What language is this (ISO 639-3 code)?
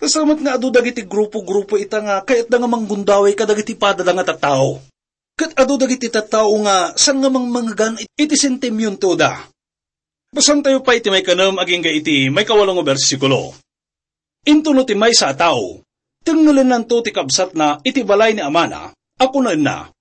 ilo